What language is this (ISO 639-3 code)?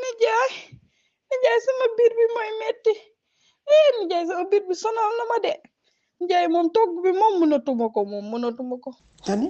wol